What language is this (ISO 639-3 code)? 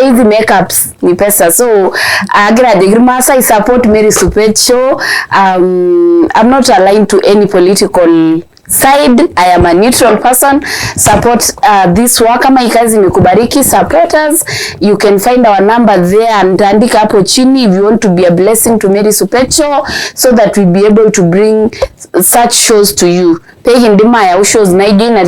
mas